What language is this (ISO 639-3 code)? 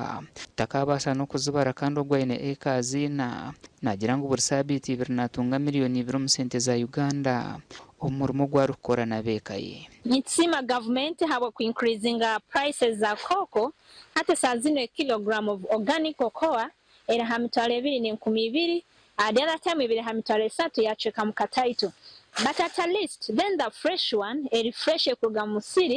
nyn